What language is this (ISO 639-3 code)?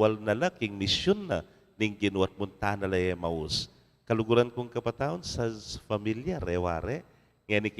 pam